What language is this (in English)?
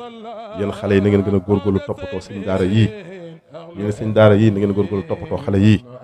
Wolof